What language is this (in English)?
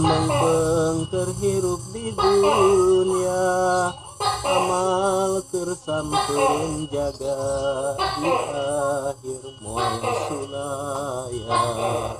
Sundanese